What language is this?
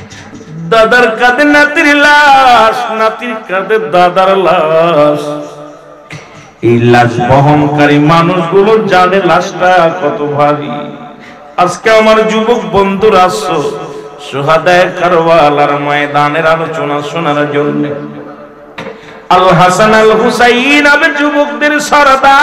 Bangla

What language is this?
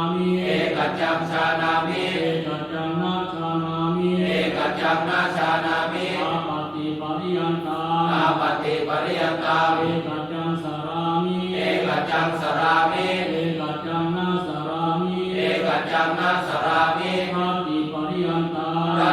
Pali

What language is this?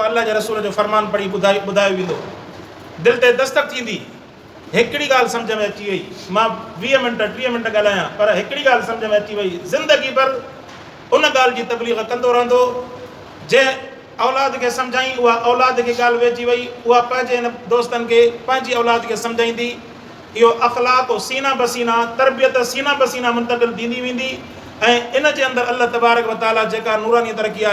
Sindhi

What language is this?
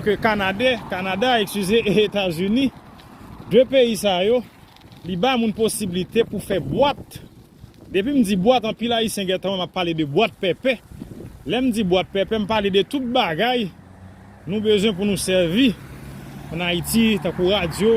Haitian Creole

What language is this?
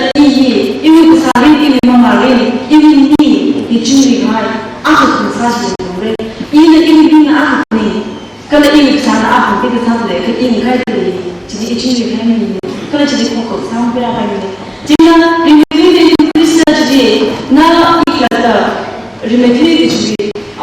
Tangkhul Naga (India)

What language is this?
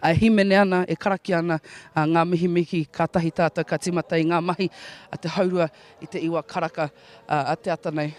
Māori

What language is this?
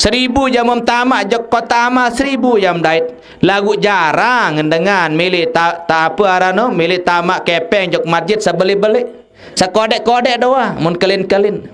Sasak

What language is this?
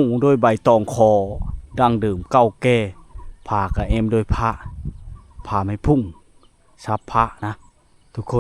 Lao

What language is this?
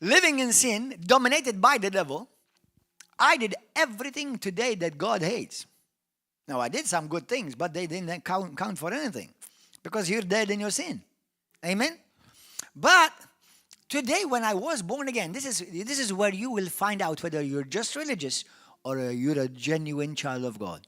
English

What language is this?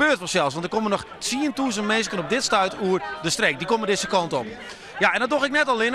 Western Frisian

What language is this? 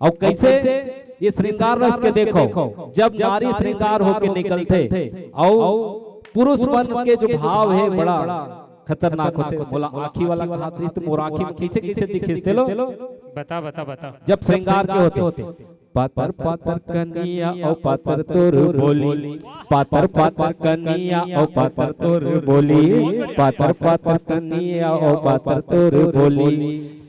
Chhattisgarhi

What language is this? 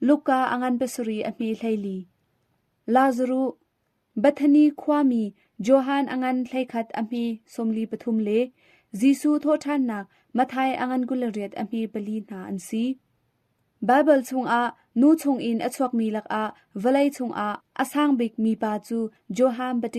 Hakha Chin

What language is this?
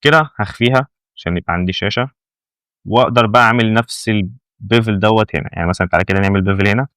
Egyptian Arabic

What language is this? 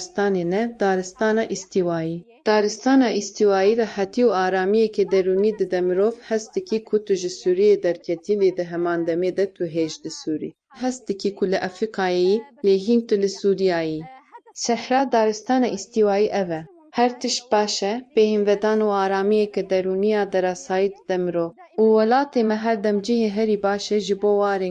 Kurdish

